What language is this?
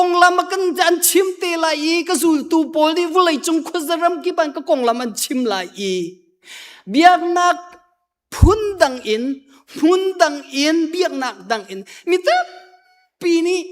Hakha Chin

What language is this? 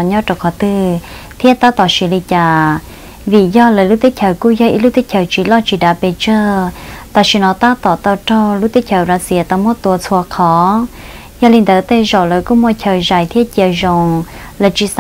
Vietnamese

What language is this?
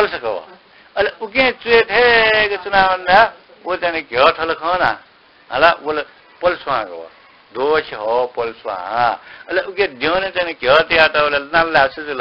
Newari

